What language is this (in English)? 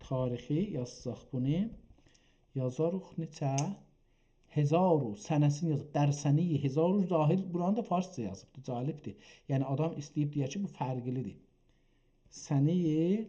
South Azerbaijani